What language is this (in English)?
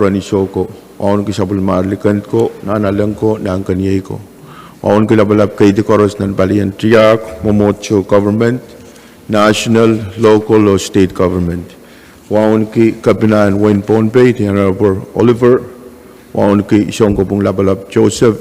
Pohnpeian